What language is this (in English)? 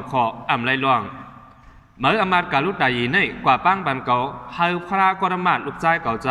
Shan